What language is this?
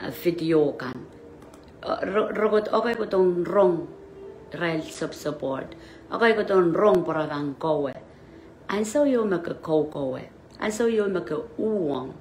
Pohnpeian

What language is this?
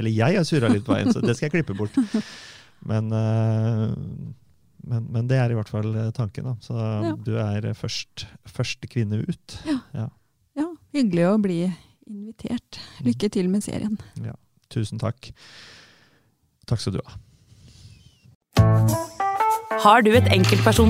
Norwegian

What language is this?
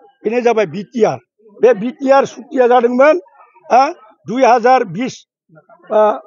Bodo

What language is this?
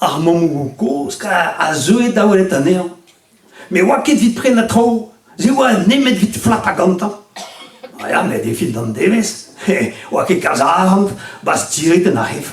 Breton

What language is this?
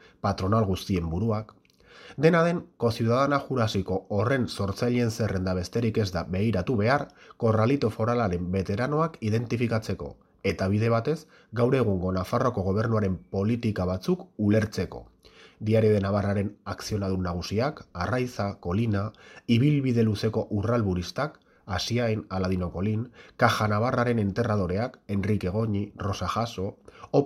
Basque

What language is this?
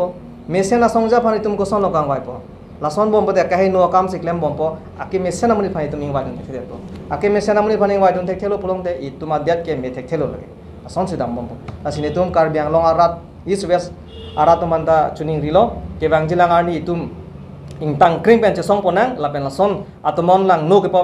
Karbi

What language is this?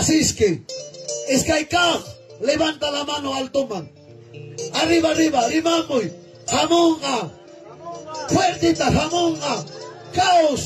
Ayacucho Quechua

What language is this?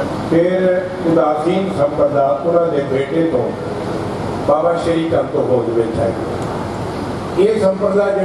Punjabi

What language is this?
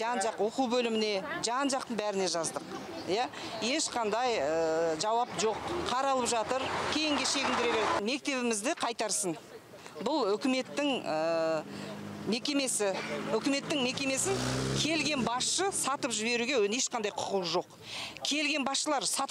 Kazakh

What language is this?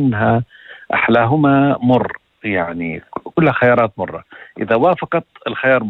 North Levantine Arabic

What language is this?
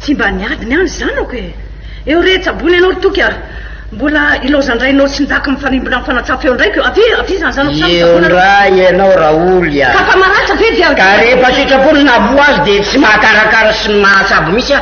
Malagasy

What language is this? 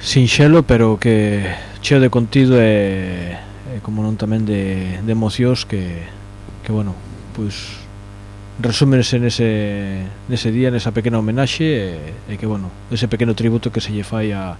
Galician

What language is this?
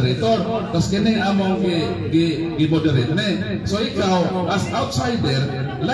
Cebuano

